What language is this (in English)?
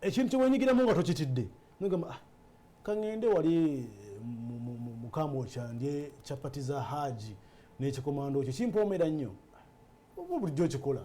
Ganda